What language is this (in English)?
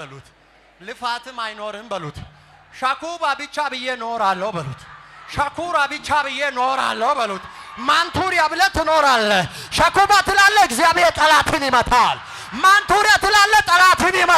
Amharic